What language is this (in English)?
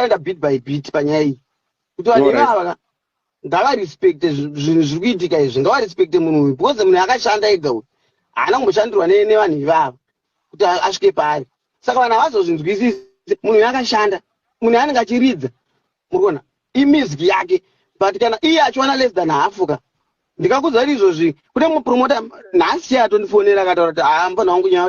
Shona